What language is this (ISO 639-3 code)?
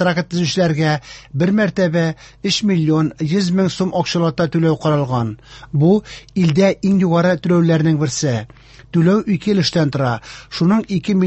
tat